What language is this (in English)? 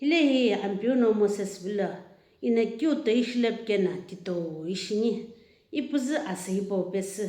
Sumi Naga